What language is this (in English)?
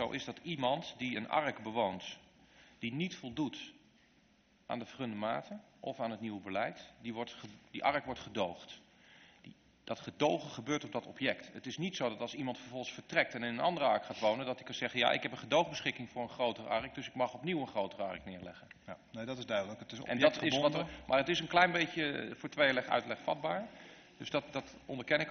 Dutch